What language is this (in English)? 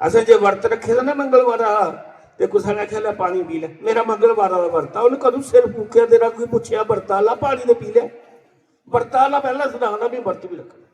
Dogri